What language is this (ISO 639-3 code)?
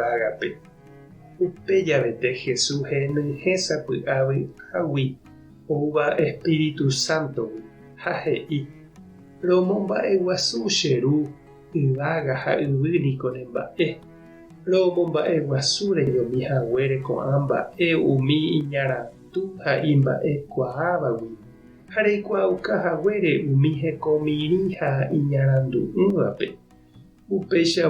grn